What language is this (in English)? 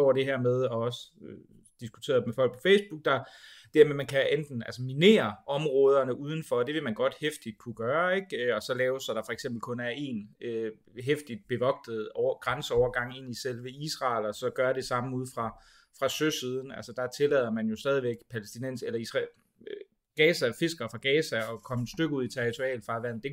Danish